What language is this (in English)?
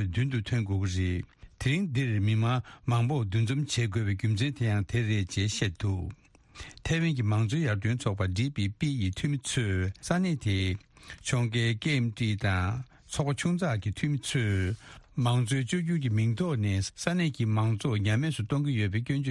Tibetan